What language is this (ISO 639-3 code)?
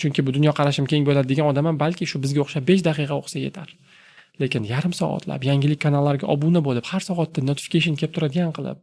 uzb